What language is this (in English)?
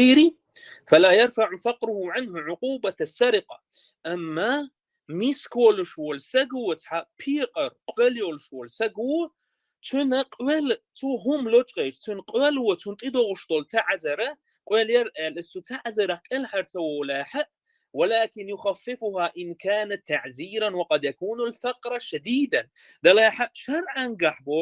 Chechen